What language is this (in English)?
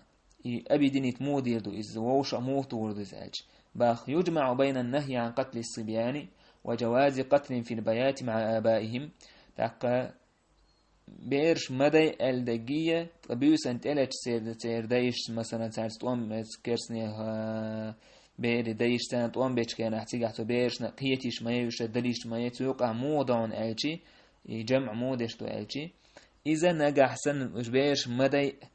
Chechen